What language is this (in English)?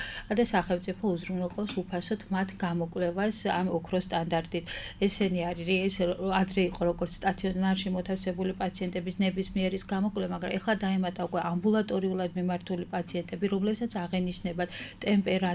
Georgian